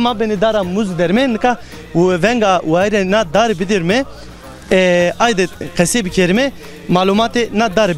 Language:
Zaza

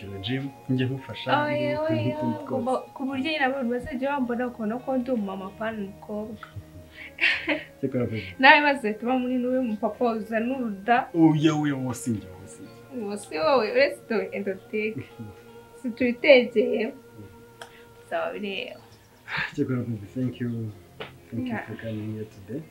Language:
Kinyarwanda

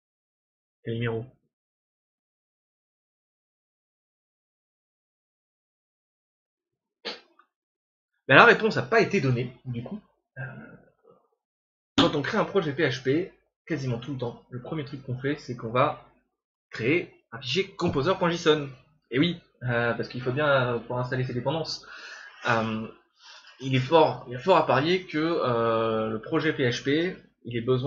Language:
French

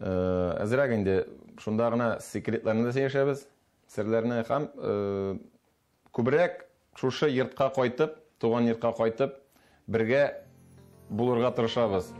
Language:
Tatar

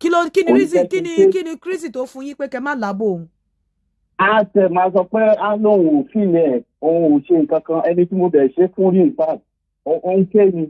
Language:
Yoruba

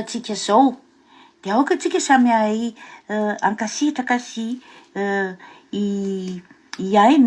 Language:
Malagasy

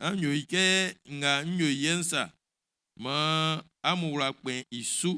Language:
Baoulé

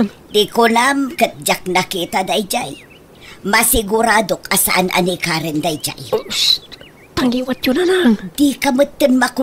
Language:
Iloko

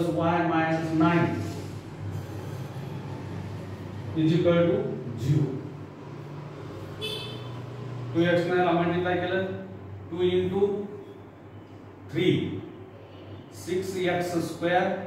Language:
Marathi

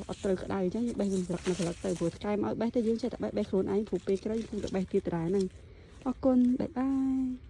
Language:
Khmer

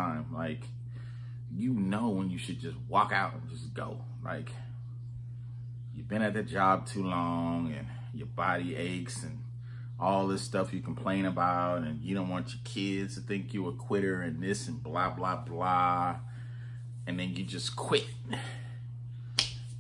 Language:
English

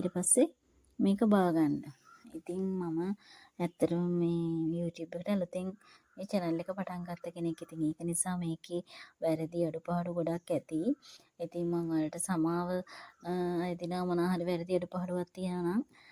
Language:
Sinhala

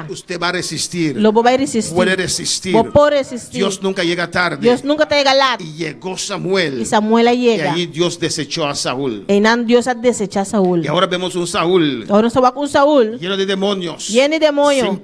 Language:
Papiamento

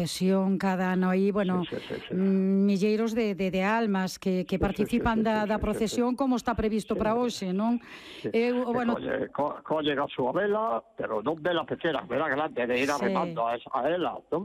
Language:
Galician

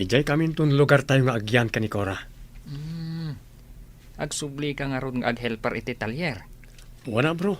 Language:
Iloko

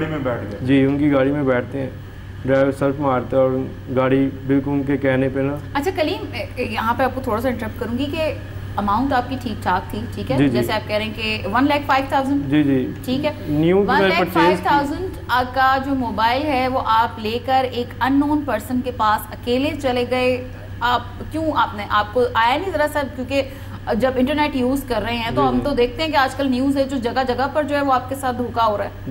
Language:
Urdu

